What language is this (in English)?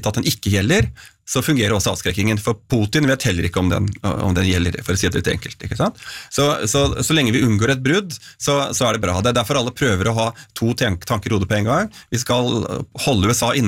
Norwegian